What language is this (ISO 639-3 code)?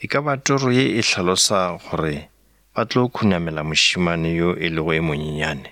nso